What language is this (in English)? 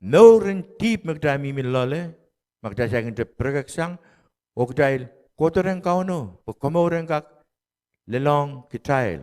Pohnpeian